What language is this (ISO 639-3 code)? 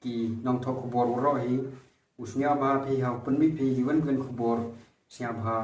pbv